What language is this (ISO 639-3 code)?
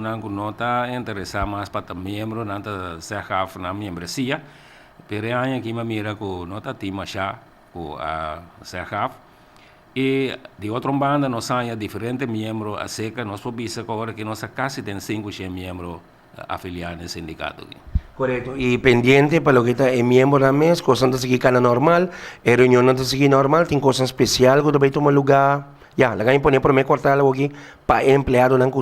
pap